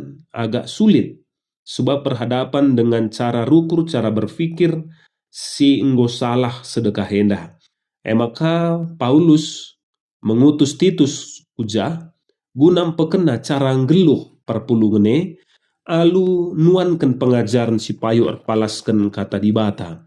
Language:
Batak Karo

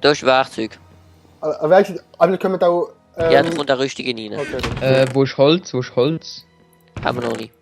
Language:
Swiss German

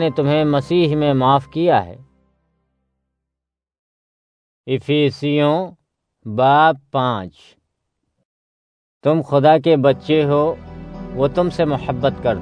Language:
Urdu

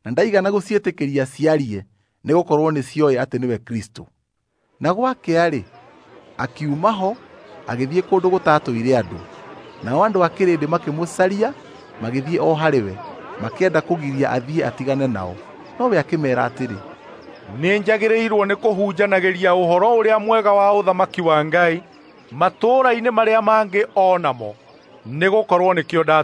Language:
Kikuyu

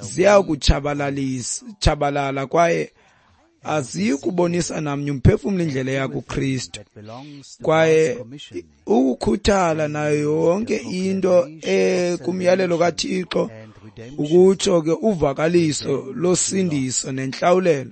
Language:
Xhosa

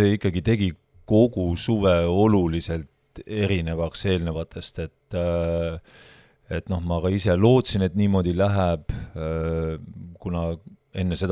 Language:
Estonian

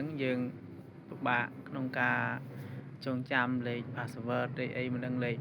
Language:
Khmer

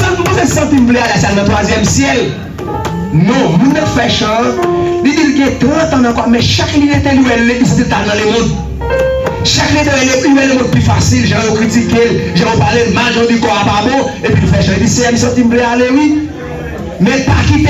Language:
Haitian Creole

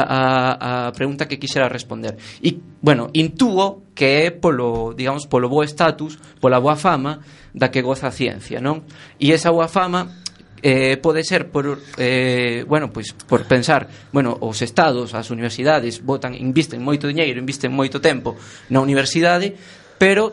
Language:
Galician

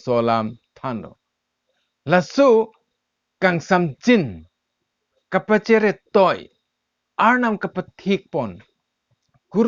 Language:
Karbi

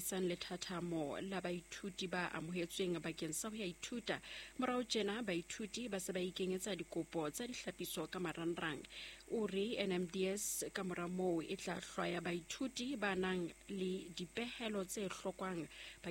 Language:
Southern Sotho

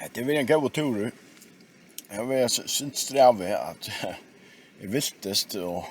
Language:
Faroese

